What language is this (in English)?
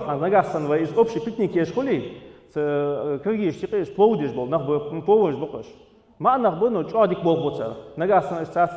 Ingush